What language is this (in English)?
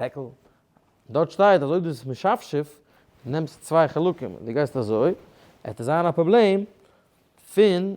Yiddish